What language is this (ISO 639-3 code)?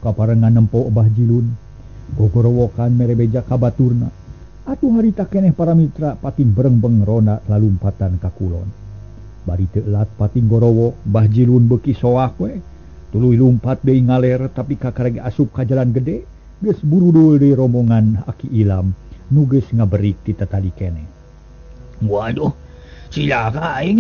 sun